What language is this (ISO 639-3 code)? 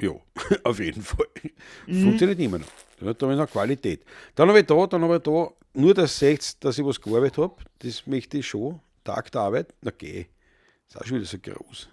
bar